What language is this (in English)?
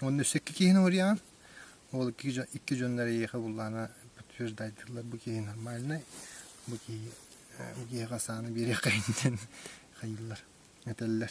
Yakut